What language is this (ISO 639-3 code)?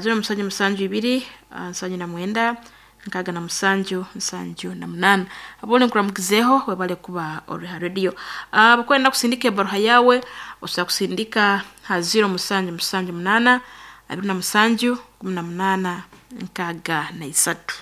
nyn